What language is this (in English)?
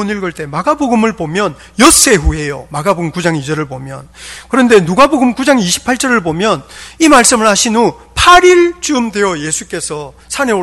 Korean